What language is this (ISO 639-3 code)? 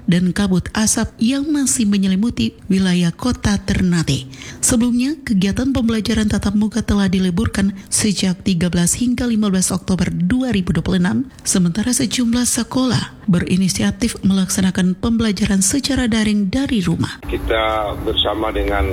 ind